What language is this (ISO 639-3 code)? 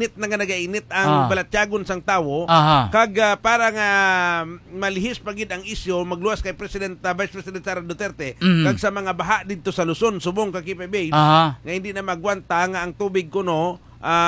hil